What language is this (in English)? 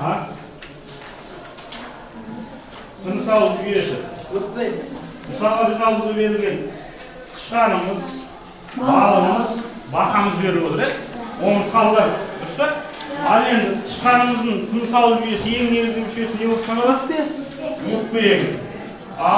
Kazakh